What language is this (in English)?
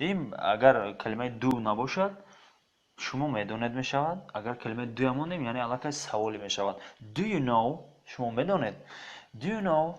Tajik